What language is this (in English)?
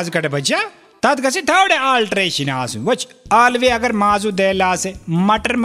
Kashmiri